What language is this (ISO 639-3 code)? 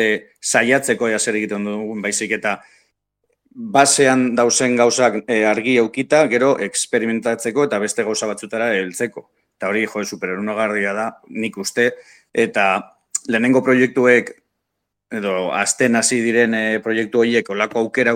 eus